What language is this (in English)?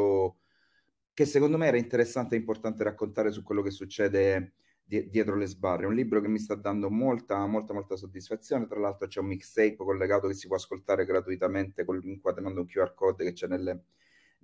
Italian